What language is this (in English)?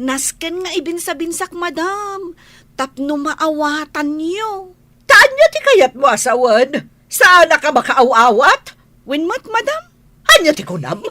Iloko